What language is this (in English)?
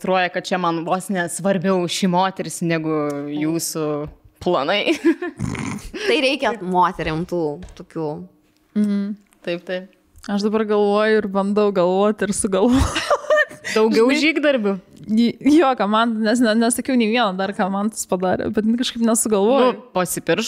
Lithuanian